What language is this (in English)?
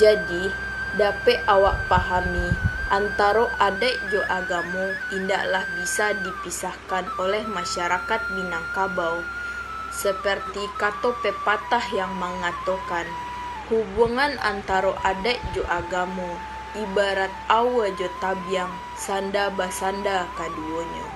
Minangkabau